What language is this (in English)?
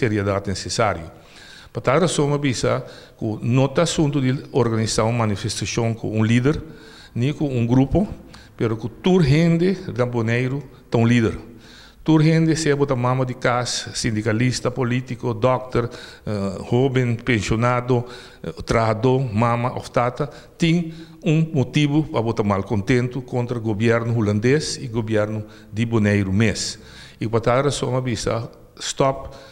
Papiamento